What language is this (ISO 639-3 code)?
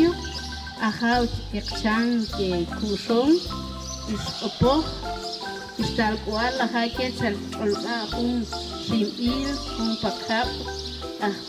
ttc